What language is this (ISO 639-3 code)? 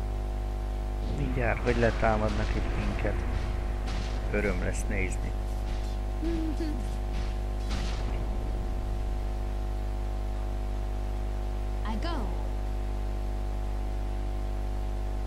hun